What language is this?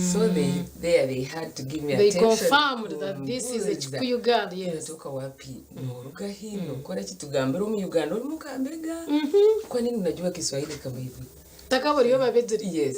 Nyankole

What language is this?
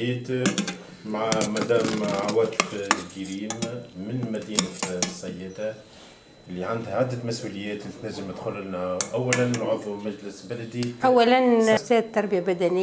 Tunisian Arabic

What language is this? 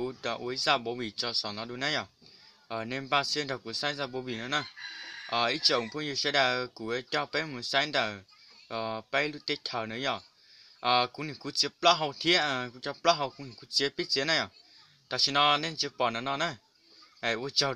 Hmong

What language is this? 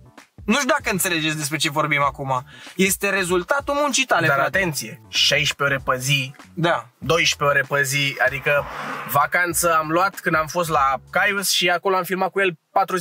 Romanian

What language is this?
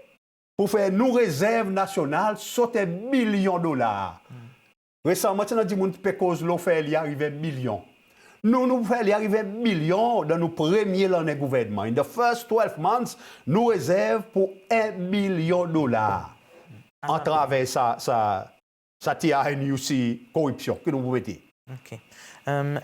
Seselwa Creole French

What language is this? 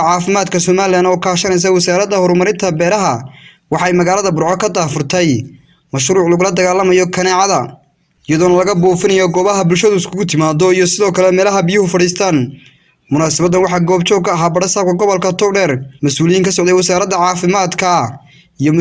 Somali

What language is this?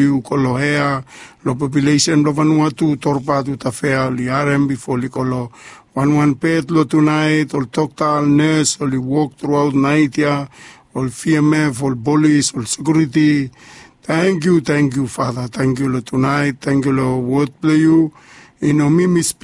Bislama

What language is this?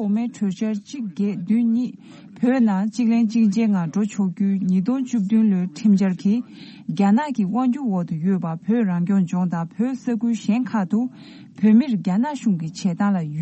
Tibetan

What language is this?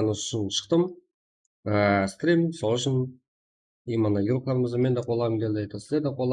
Kara-Kalpak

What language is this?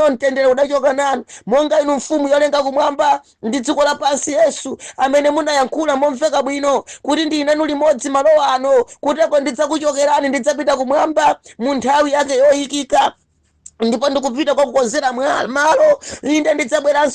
Nyanja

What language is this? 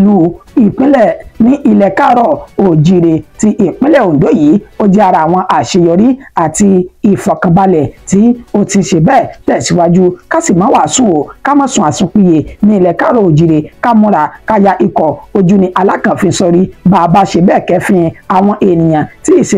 Yoruba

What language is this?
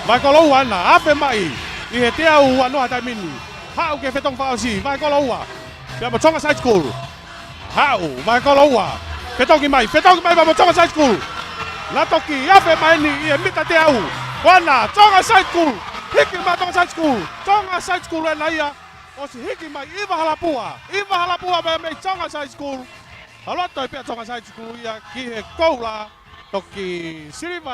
Tongan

